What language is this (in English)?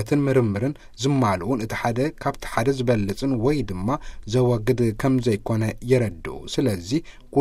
Tigrinya